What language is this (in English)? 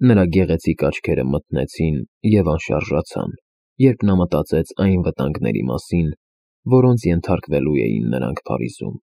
Armenian